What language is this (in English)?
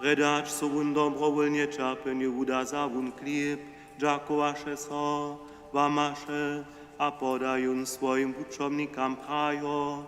Upper Sorbian